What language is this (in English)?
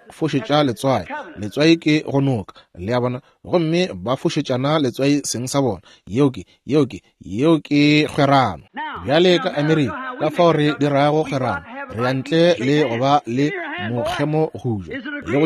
Northern Sotho